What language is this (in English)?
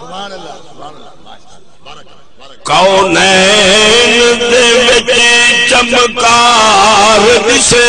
Saraiki